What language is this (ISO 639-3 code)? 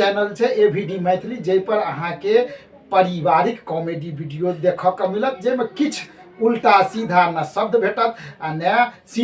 mai